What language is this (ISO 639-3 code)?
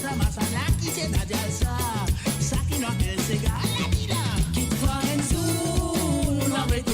mfe